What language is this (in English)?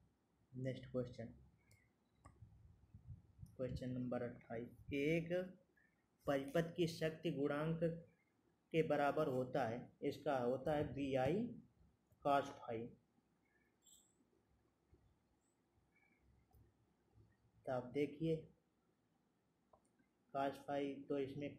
Hindi